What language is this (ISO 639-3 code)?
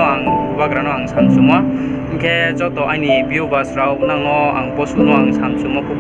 ria